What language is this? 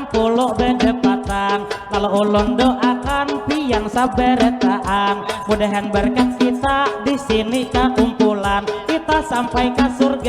Banjar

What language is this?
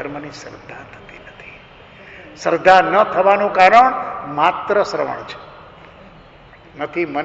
Gujarati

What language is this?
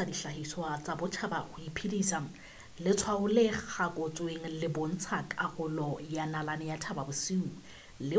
Southern Sotho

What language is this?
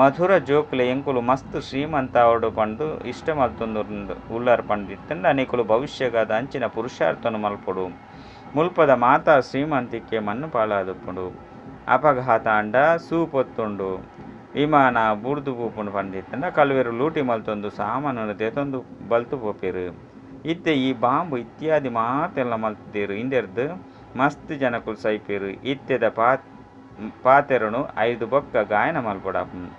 Tulu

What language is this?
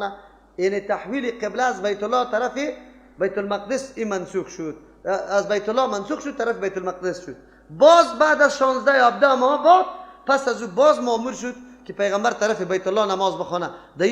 Persian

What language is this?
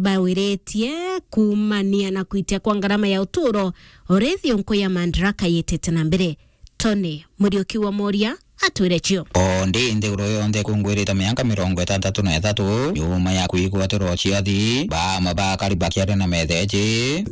Meru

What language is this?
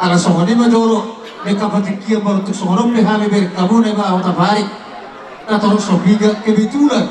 Batak Toba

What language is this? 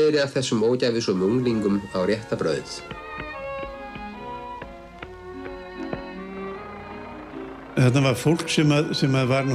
Icelandic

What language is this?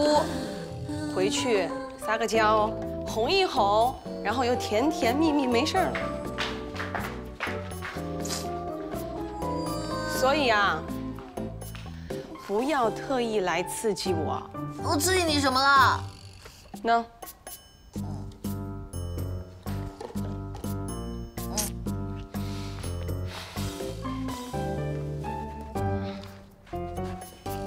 Chinese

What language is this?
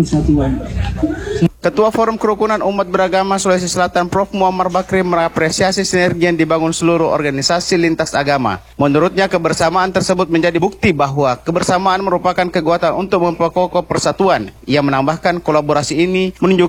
Indonesian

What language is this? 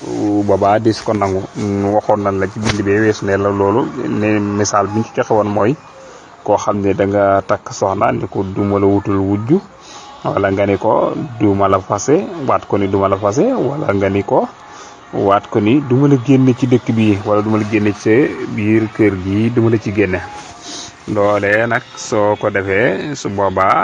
Wolof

